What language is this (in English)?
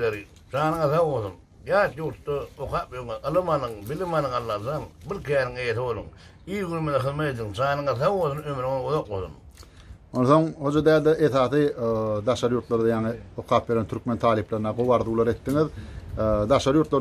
Turkmen